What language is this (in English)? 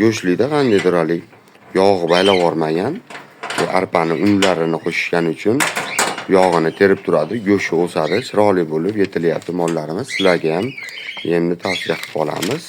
Uzbek